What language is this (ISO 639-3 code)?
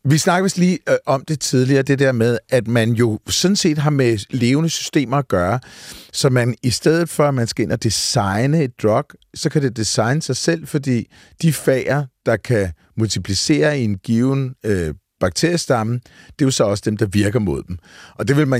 dan